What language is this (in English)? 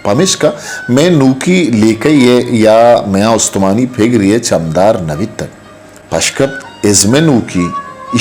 Eastern Balochi